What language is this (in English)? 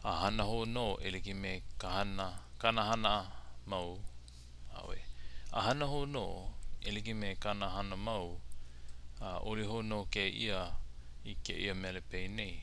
Hawaiian